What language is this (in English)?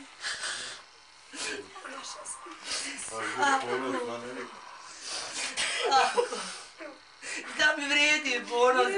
Bosnian